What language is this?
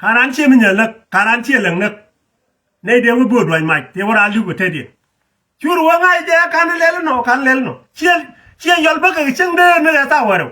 Nuer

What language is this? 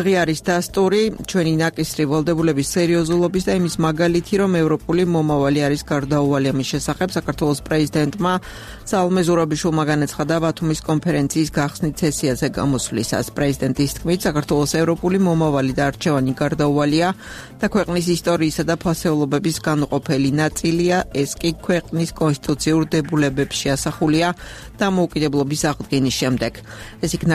Georgian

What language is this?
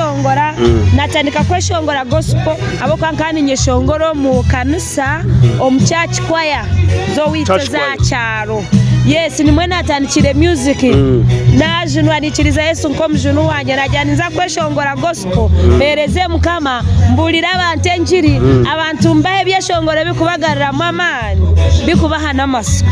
Nyankole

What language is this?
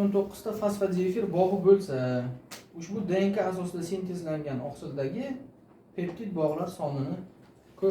Uzbek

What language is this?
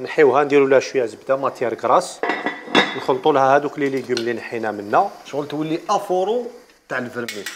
Algerian Arabic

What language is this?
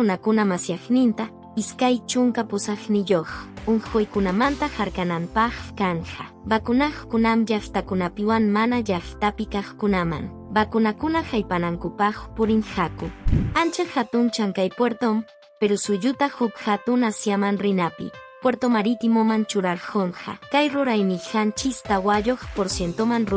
Quechua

